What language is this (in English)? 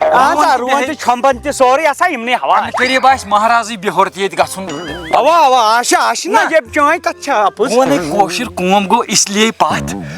Kashmiri